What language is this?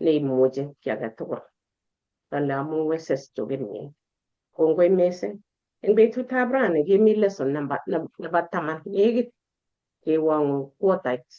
Kalenjin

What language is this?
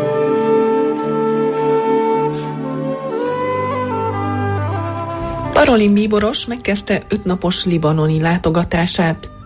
Hungarian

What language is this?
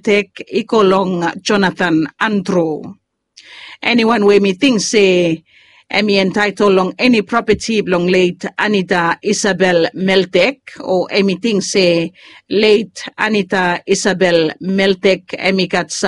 Bislama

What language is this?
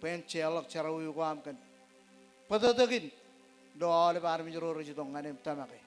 Marshallese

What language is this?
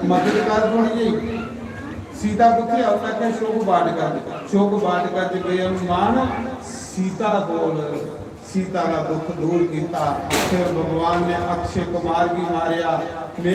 Dogri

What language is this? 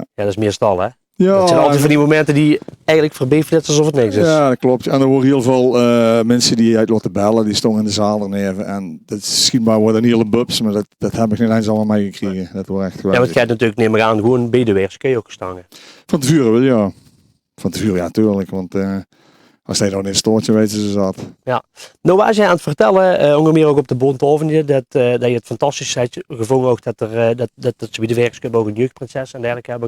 Limburgish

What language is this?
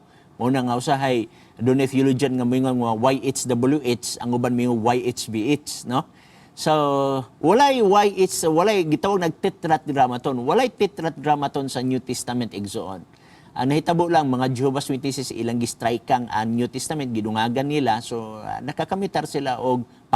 Cebuano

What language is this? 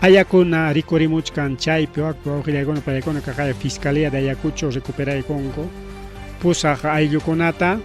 Ayacucho Quechua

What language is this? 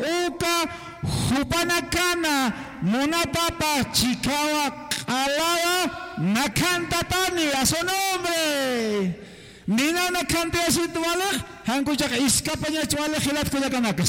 Aymara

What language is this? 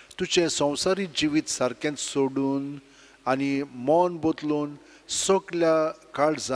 Konkani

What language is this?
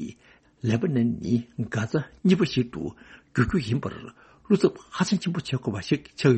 Tibetan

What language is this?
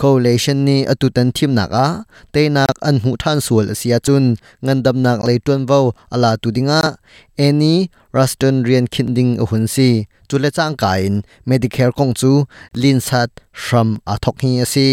Hakha Chin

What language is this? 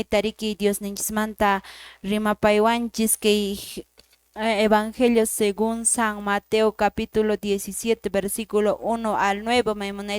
Quechua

